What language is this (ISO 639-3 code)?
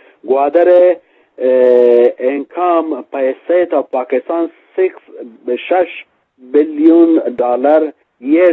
bgp